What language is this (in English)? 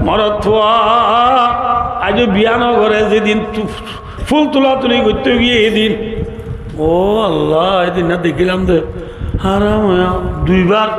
Rohingya